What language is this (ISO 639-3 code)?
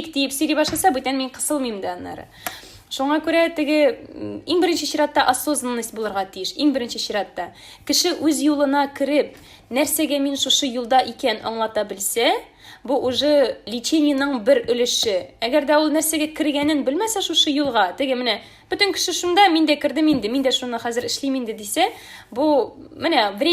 tat